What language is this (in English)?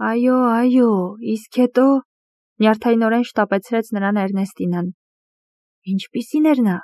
Armenian